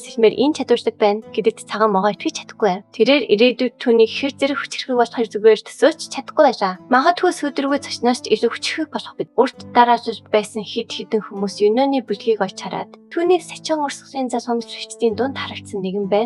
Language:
Mongolian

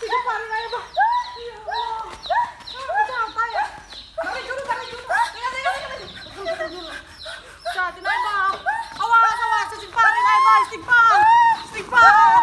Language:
Sasak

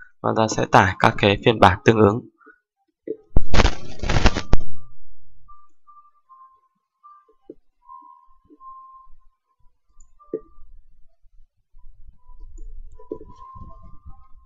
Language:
Vietnamese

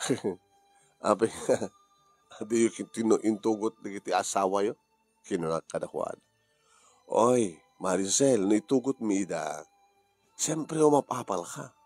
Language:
Iloko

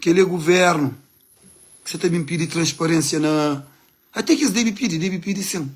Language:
Kabuverdianu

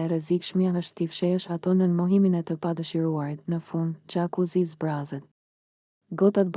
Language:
Albanian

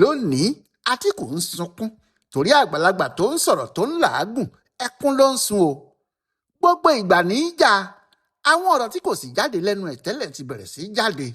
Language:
Yoruba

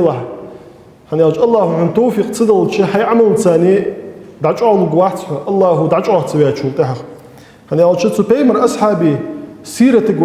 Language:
Ingush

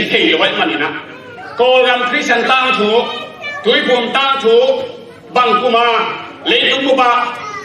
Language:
Tedim Chin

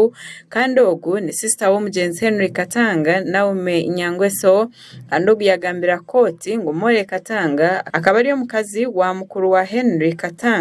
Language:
Nyankole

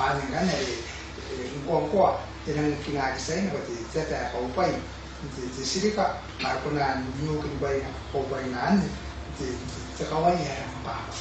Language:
Gilbertese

